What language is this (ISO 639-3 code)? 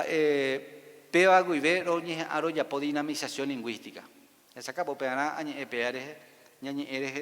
grn